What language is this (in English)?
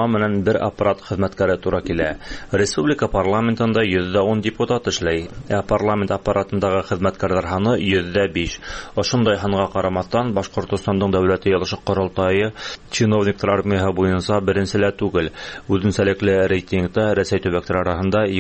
Tatar